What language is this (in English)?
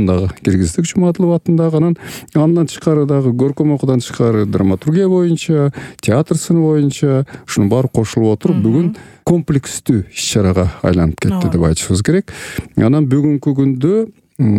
Kyrgyz